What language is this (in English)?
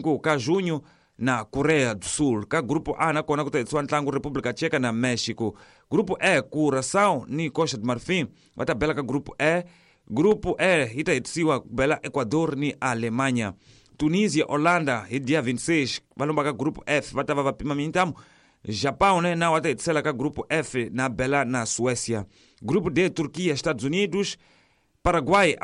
Tsonga